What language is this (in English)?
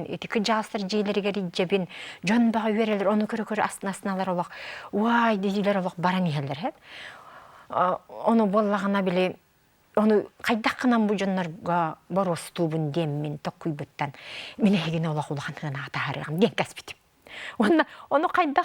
Yakut